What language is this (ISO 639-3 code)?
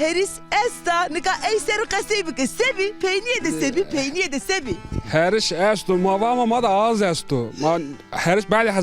zza